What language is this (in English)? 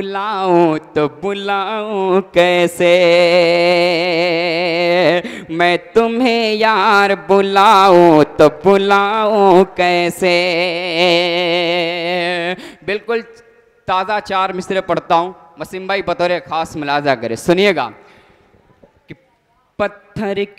Hindi